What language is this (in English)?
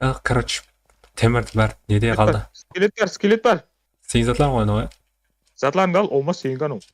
Kara-Kalpak